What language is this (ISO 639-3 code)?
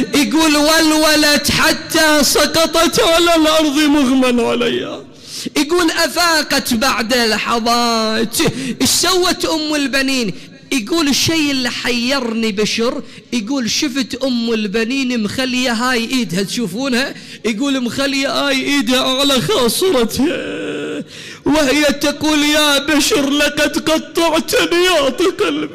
acm